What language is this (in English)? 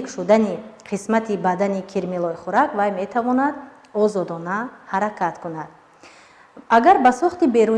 Tajik